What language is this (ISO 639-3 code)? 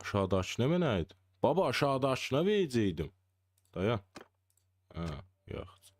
azb